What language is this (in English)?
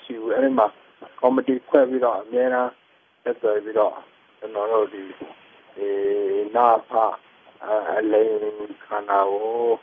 Burmese